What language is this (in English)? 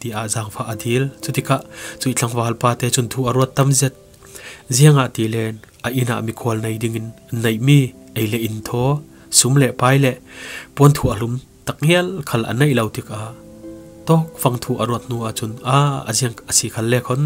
Falam Chin